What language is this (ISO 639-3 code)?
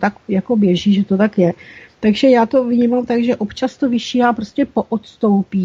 ces